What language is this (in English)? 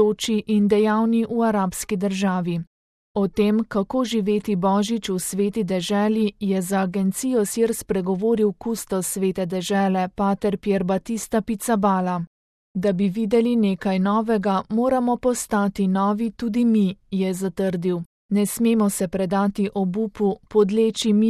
Slovenian